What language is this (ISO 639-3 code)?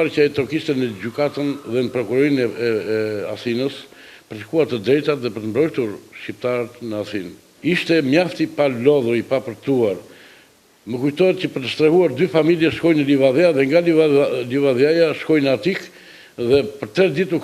sqi